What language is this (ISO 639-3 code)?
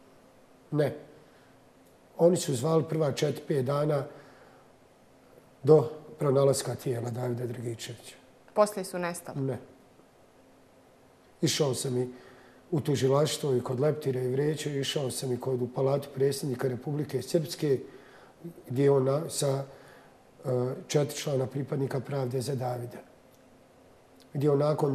bos